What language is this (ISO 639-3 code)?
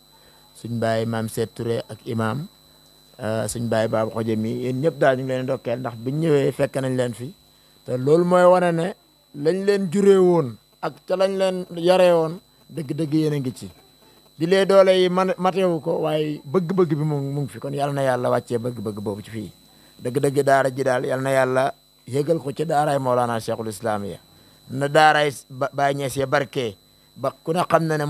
wol